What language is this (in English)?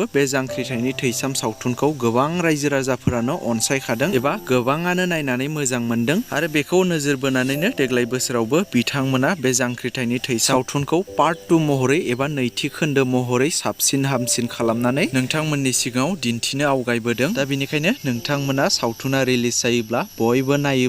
Bodo